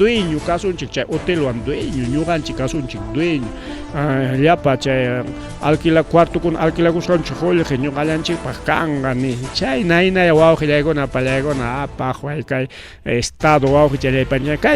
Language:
Ayacucho Quechua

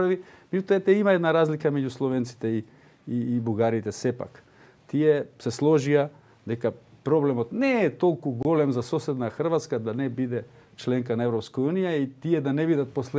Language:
Macedonian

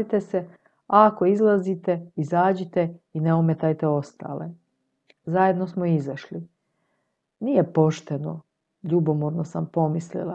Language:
Croatian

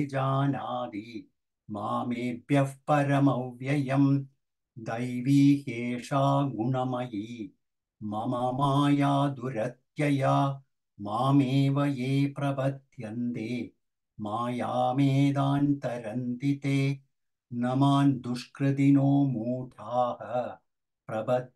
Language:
Sanskrit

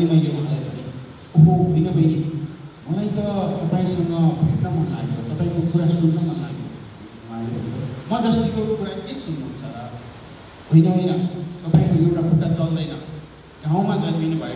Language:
Nepali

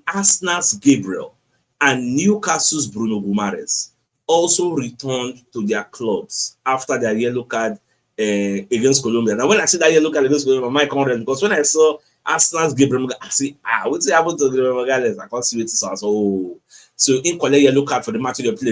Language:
Nigerian Pidgin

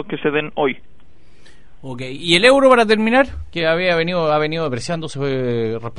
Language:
Spanish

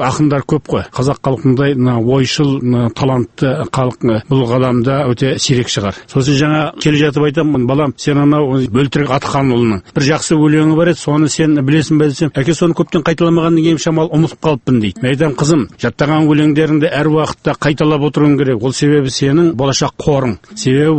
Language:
Kazakh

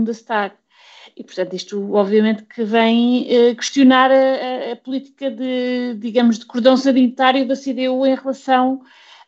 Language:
Portuguese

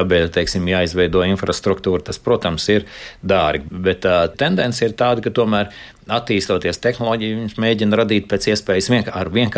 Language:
Latvian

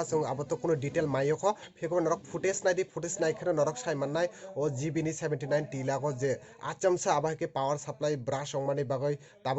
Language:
Kok Borok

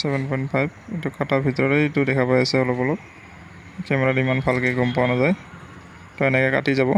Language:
Assamese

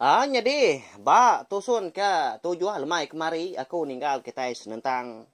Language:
Iban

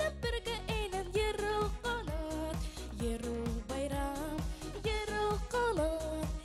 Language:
Bashkir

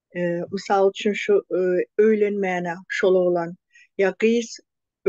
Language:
Turkmen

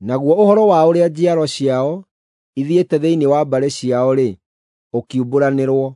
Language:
Kikuyu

